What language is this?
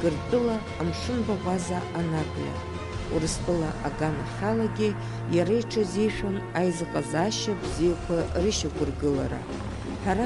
Abkhazian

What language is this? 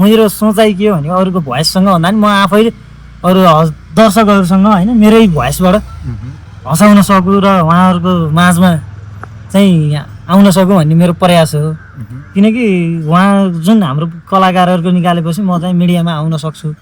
Nepali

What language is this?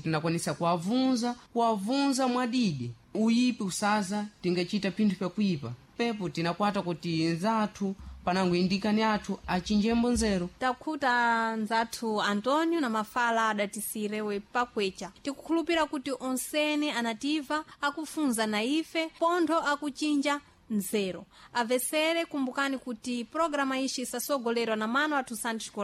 Sena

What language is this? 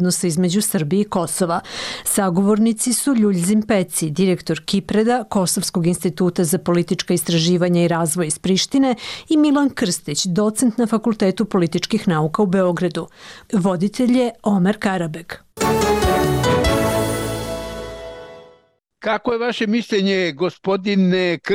Serbian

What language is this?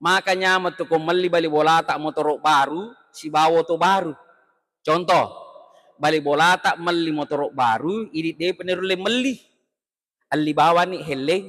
Buginese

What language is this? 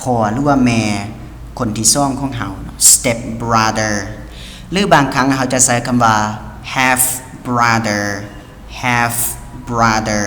Lao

